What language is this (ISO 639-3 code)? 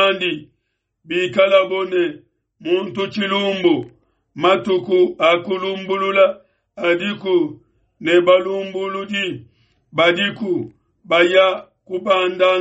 lua